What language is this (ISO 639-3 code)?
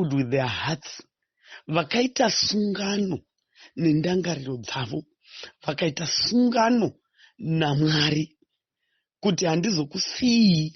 sna